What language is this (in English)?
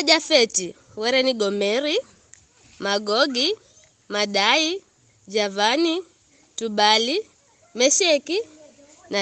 Giryama